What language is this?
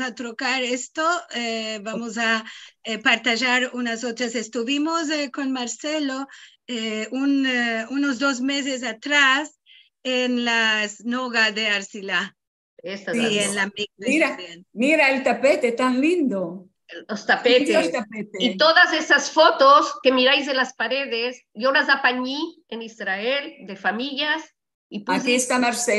Ladino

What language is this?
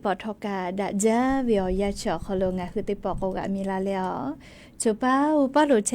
Lahu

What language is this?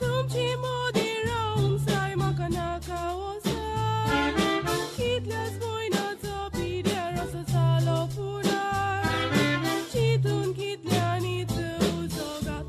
Konkani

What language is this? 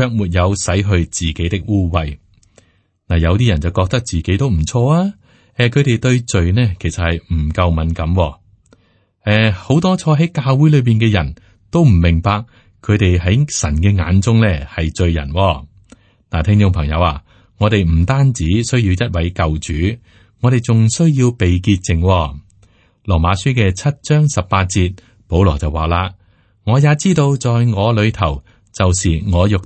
Cantonese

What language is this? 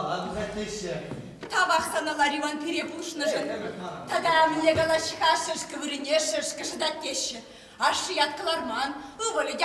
Chuvash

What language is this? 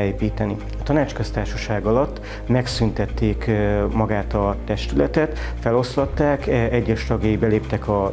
Hungarian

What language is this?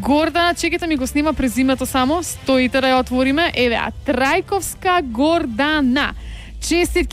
Macedonian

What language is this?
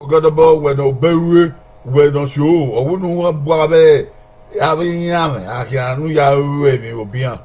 Bini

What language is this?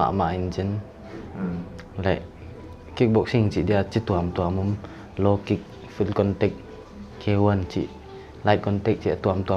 Paite Chin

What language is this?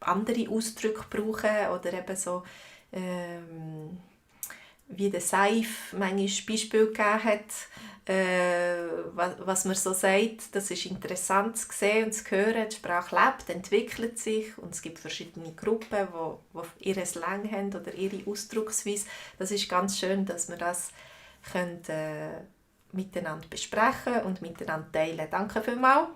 Swiss German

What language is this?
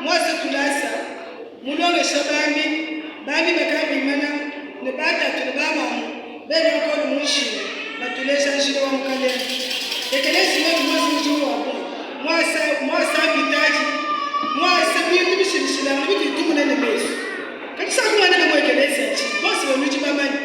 Luba-Lulua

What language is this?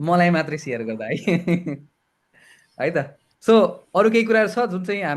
Nepali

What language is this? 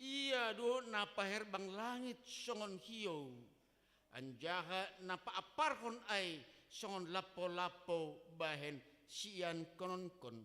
Batak Simalungun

